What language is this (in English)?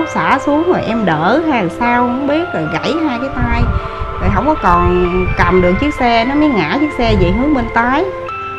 Vietnamese